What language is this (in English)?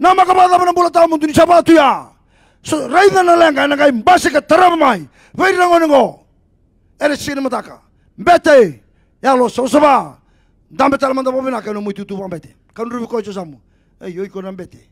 Fijian